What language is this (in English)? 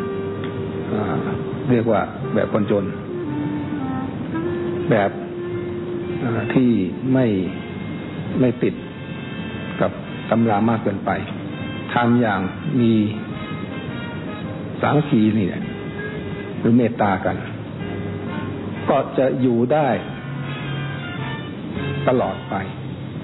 Thai